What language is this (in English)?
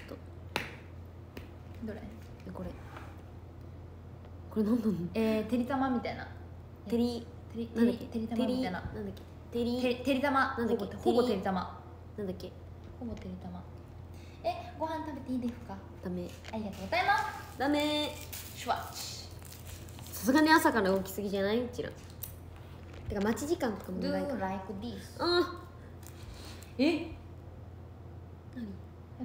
Japanese